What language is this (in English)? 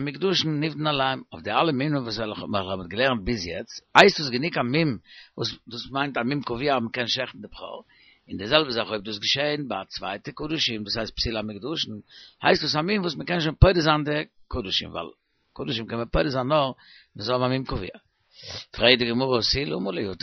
Yiddish